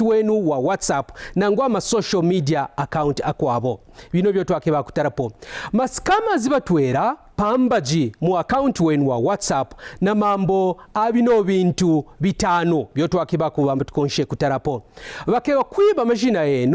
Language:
Kaonde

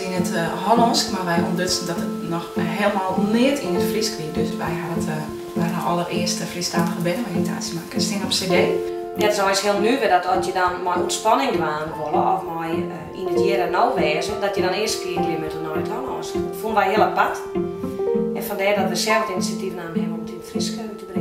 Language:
Western Frisian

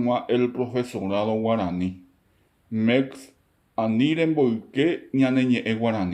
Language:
Guarani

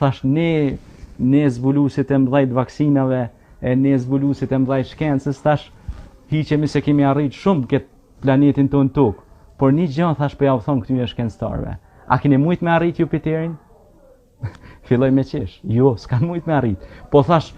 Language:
Albanian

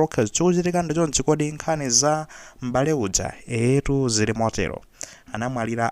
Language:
Nyanja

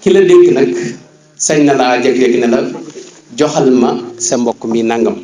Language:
Wolof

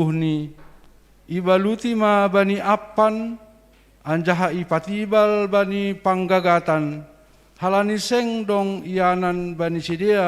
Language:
Batak Simalungun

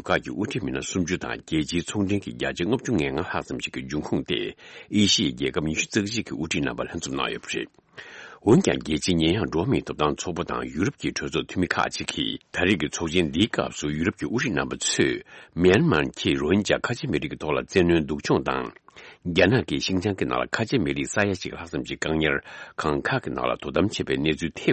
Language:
Tibetan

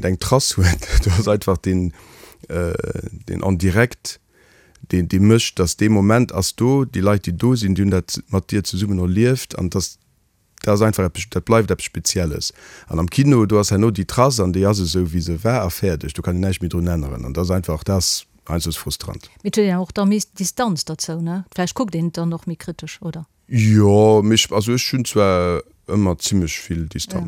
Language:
Luxembourgish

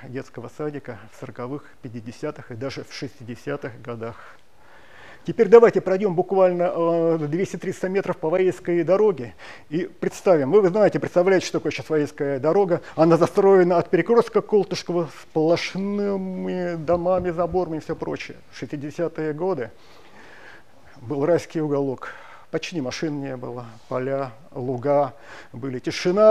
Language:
Russian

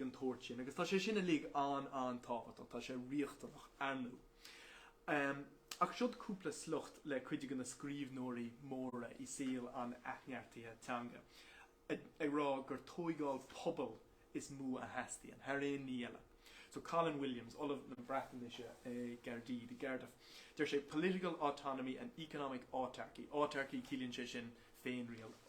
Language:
Irish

